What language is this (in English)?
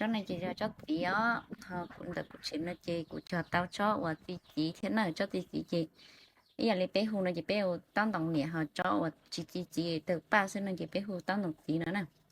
Hmong